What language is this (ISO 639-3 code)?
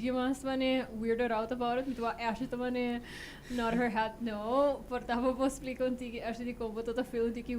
pap